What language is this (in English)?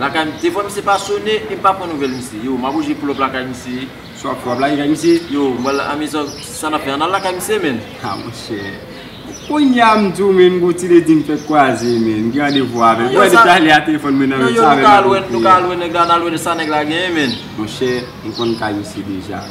Haitian Creole